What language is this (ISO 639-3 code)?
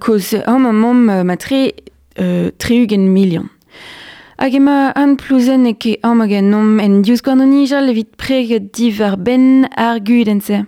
bre